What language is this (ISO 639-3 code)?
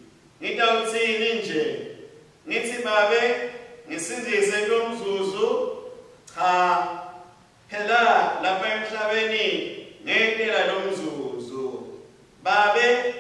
ssw